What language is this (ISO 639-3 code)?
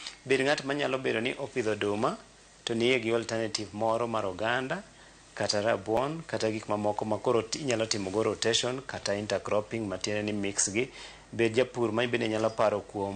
luo